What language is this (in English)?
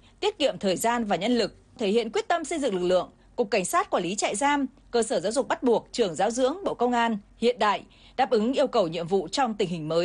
Vietnamese